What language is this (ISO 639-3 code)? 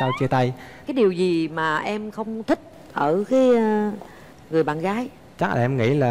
vie